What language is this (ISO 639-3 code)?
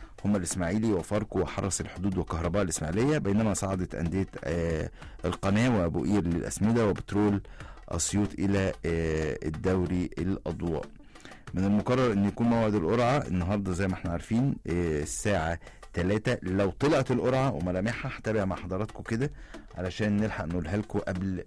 arz